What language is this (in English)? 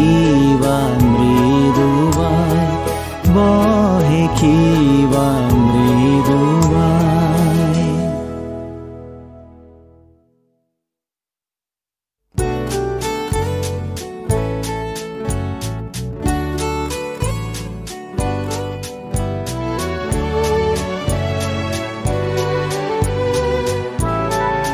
Bangla